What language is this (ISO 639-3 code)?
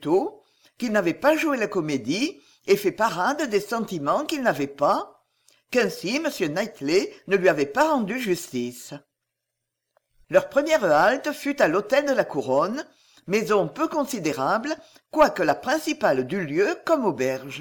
fra